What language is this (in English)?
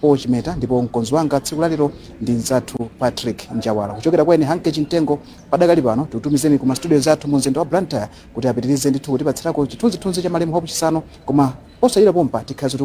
Nyanja